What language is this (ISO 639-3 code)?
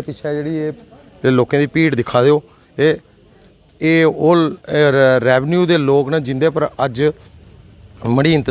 doi